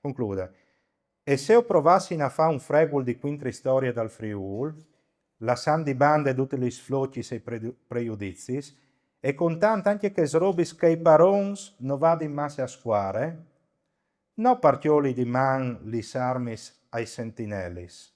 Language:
Friulian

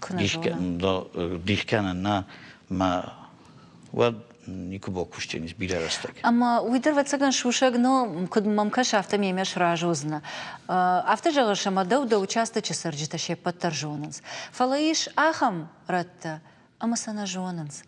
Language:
Ossetic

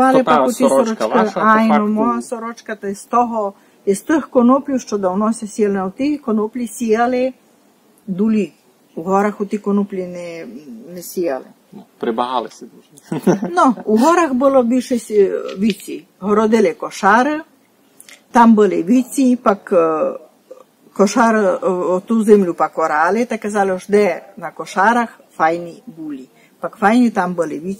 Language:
Rusyn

